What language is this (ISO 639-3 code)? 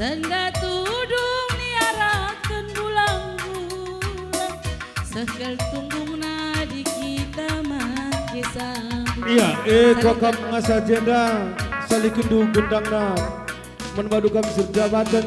btx